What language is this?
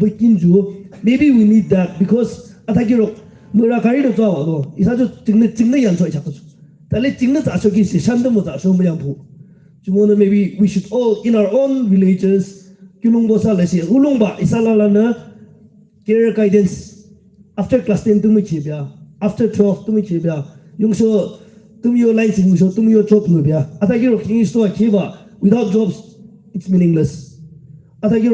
Yimchungru Naga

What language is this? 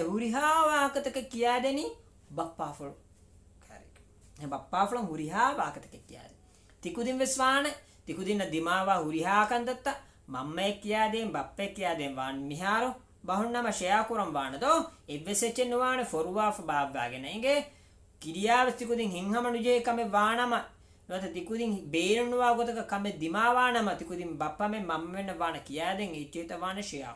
Divehi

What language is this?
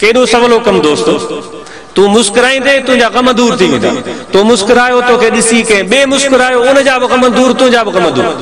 Sindhi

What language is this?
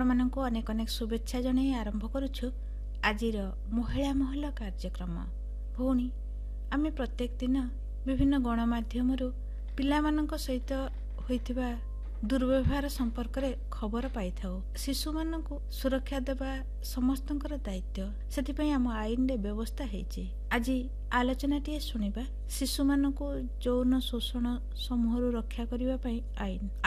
Odia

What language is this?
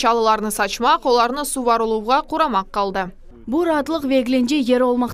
Crimean Tatar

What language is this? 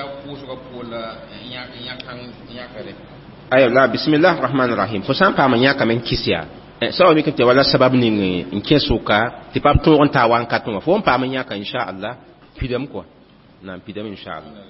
Mossi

